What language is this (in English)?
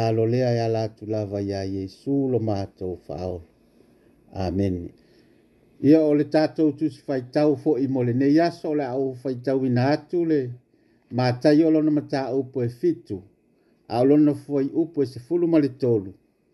Samoan